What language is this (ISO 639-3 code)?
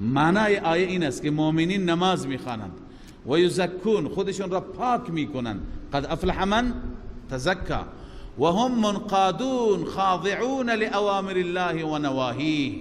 fas